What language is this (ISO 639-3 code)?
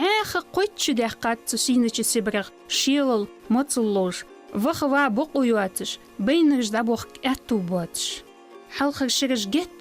inh